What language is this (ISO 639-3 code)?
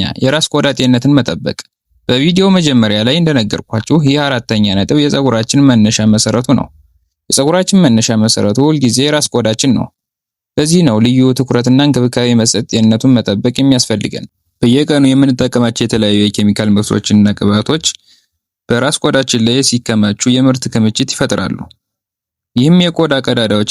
amh